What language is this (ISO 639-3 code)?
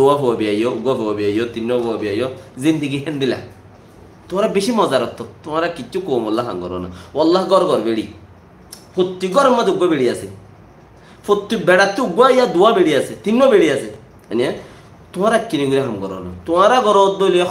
rhg